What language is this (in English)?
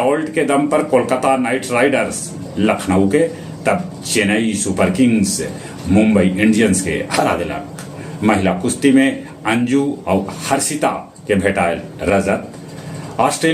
Magahi